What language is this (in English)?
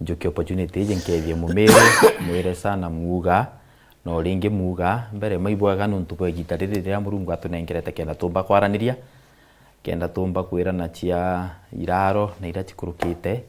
Meru